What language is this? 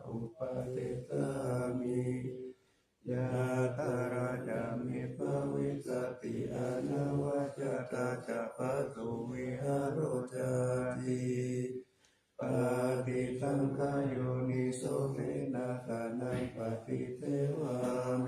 Pali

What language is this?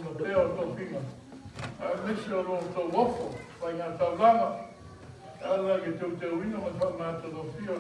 Samoan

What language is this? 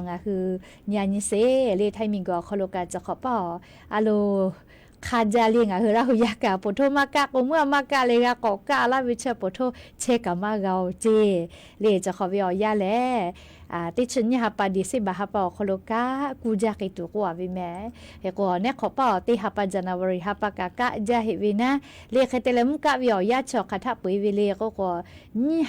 Lahu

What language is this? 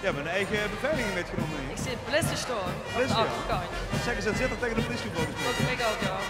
Limburgish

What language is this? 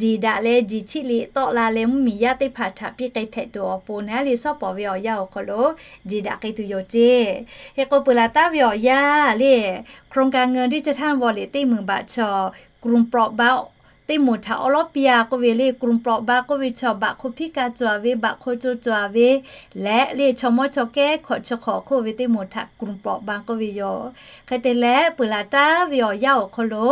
Lahu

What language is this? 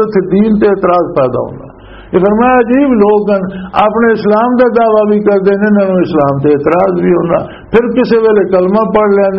Western Panjabi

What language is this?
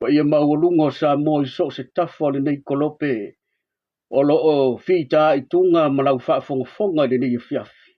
Samoan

